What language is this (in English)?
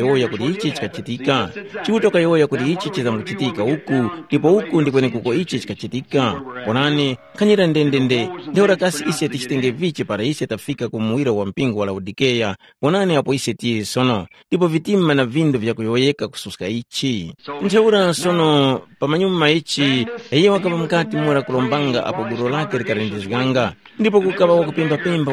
Tumbuka